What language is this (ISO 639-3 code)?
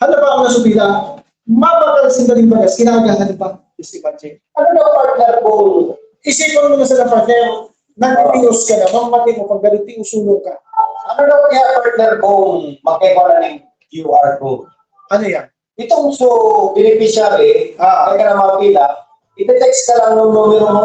bik